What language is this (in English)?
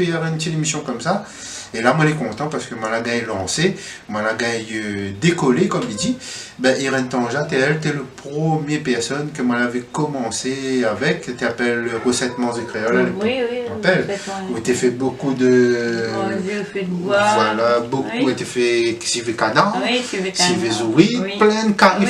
Réunion Creole French